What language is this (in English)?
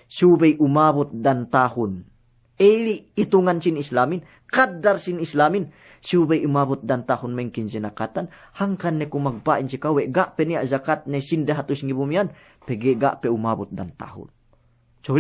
Yakan